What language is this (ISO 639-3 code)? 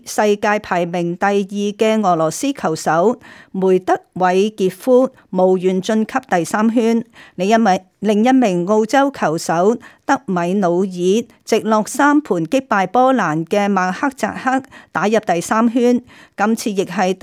yue